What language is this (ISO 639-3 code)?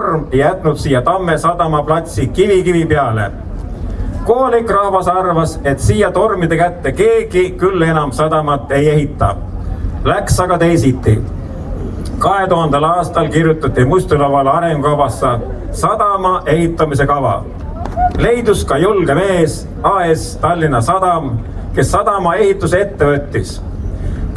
est